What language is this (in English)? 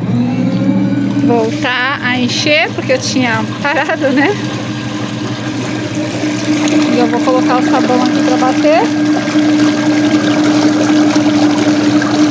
Portuguese